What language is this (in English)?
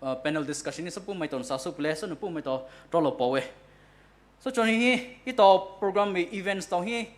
Poumei Naga